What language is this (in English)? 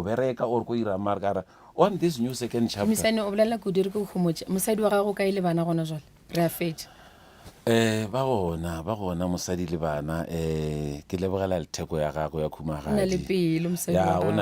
Northern Sotho